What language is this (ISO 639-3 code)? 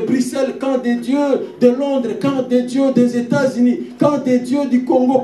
fra